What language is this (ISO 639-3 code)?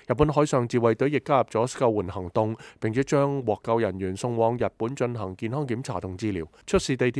yue